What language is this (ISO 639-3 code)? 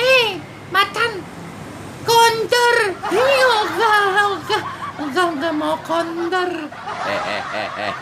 bew